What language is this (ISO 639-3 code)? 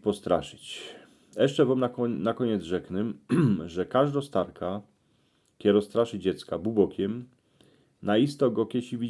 szl